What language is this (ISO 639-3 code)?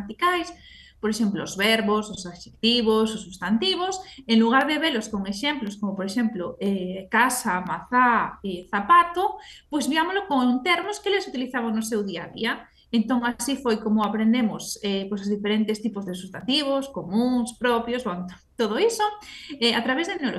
glg